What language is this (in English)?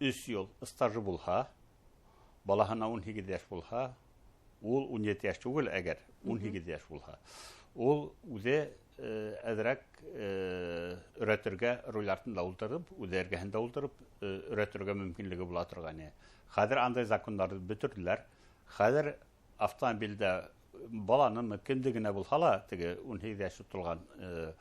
Bashkir